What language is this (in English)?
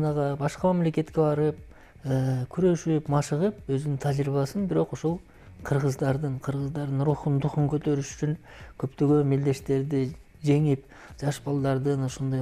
Kyrgyz